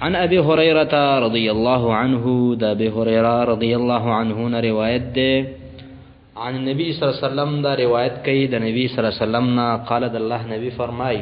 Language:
Pashto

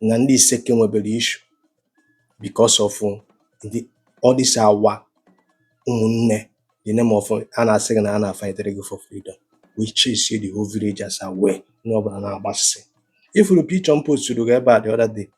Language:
Igbo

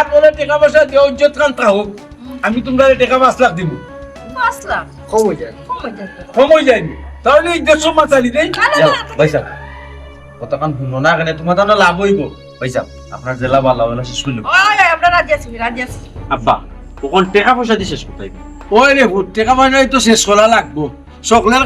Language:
Sylheti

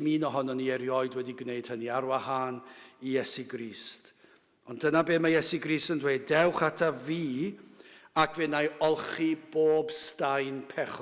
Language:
Welsh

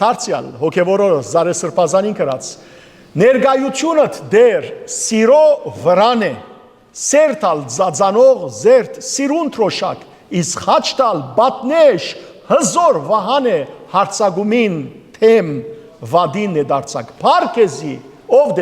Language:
Western Armenian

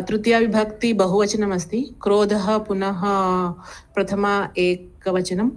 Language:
Sanskrit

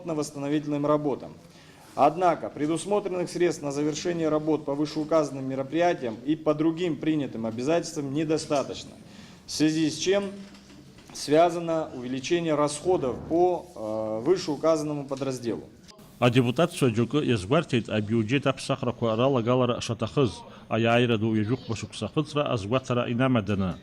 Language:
Abkhazian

